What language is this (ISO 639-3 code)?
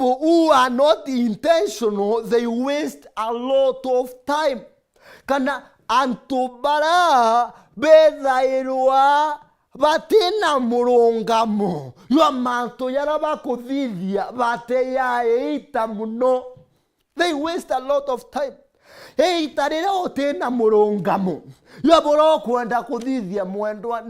mer